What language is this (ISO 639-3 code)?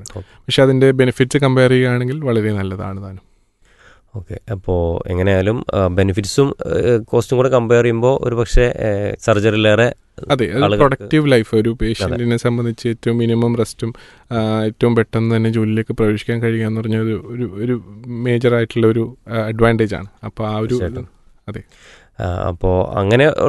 mal